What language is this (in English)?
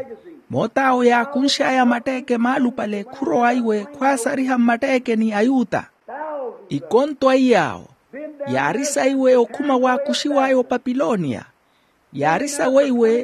Makhuwa